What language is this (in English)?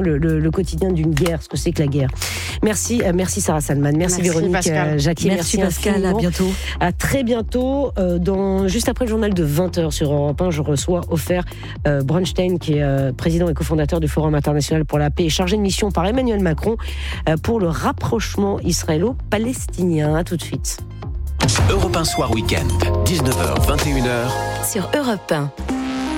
French